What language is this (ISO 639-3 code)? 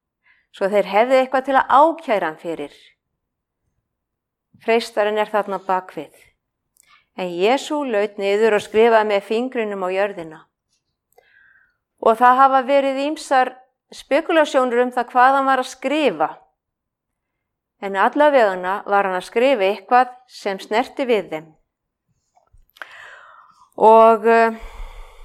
isl